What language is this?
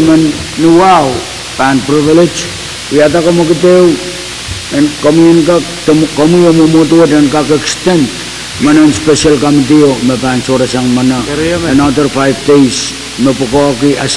Pohnpeian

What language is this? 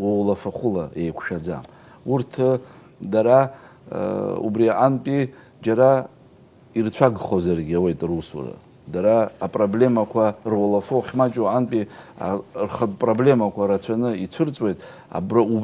Abkhazian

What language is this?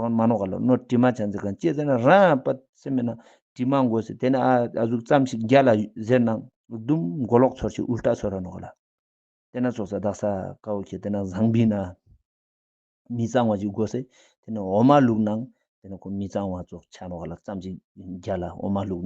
Ladakhi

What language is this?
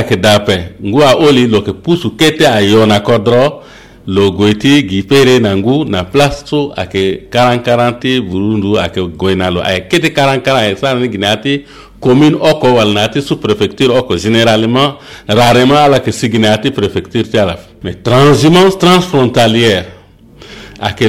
Sango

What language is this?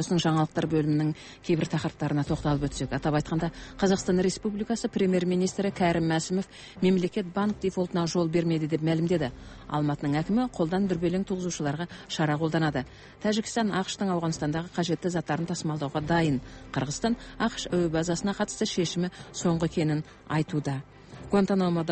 Kazakh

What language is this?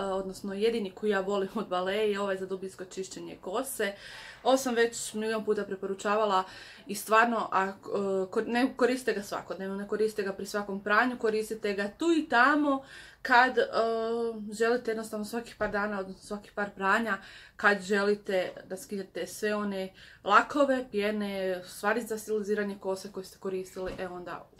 Croatian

